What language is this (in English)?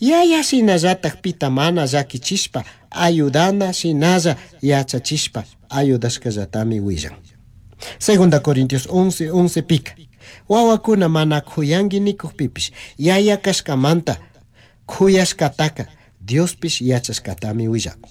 Chimborazo Highland Quichua